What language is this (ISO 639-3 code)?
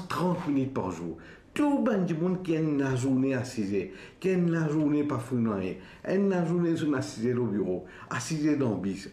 mfe